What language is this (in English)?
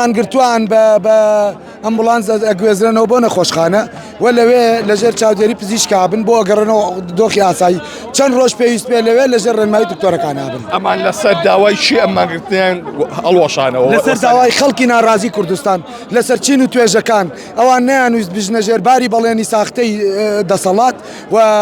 Central Kurdish